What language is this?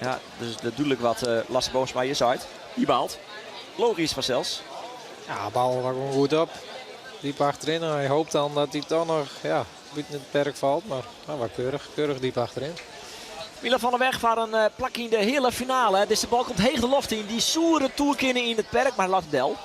Western Frisian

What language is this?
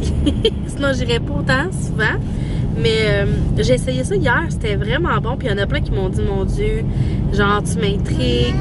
French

